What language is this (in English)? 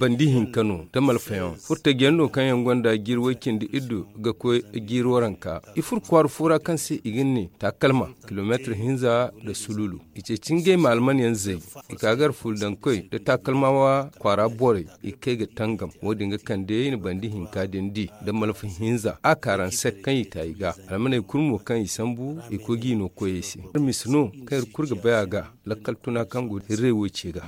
Zarma